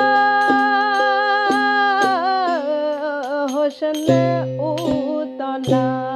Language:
Bangla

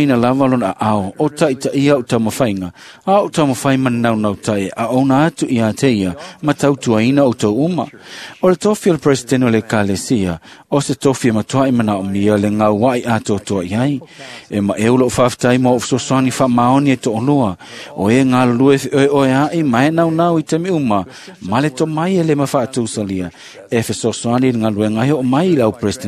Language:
Samoan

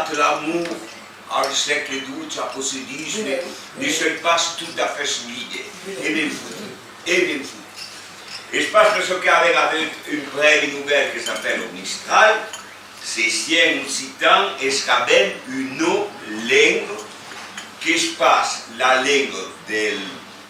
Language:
Occitan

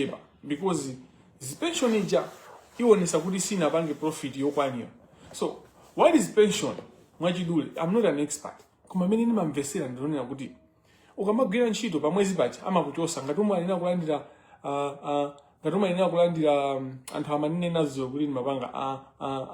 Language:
Nyanja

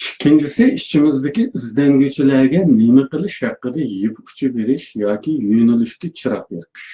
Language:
Uyghur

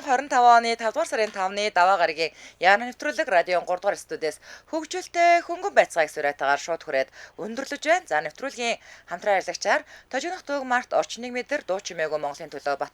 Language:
Mongolian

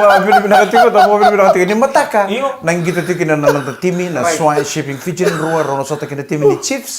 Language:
Fijian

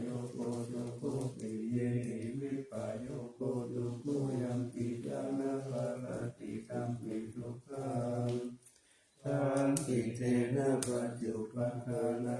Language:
Pali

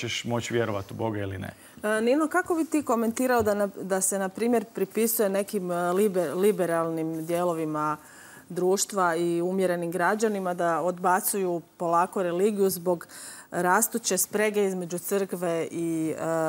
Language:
Croatian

